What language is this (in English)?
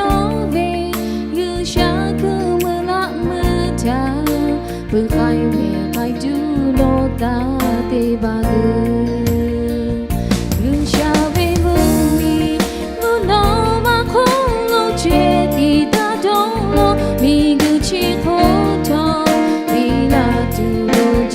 Lahu